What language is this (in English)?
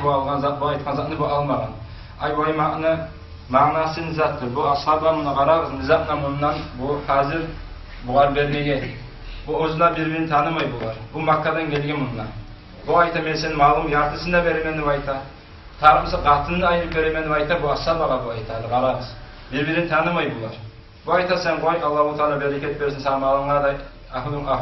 Kumyk